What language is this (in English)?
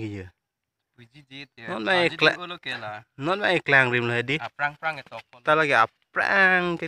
Karbi